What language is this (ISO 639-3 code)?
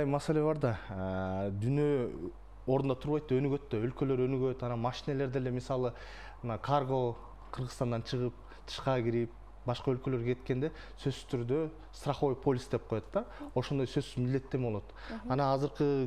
kir